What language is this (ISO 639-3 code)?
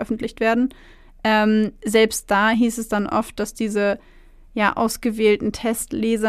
deu